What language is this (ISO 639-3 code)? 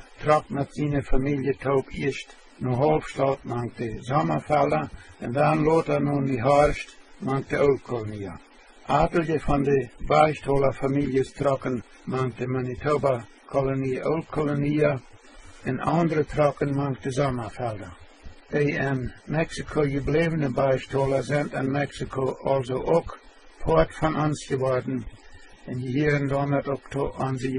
pdt